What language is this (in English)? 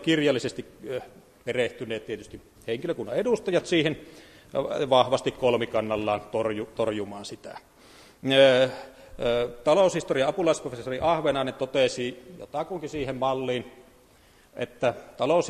Finnish